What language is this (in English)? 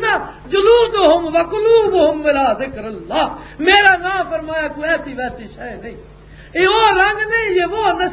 Western Panjabi